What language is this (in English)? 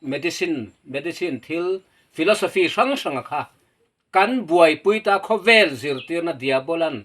Mizo